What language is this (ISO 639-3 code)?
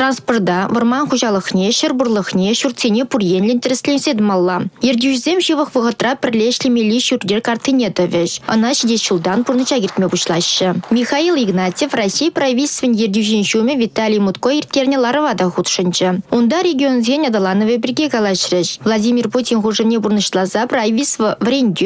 chv